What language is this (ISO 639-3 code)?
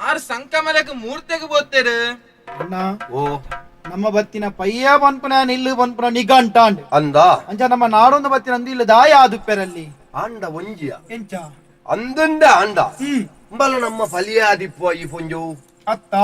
tcy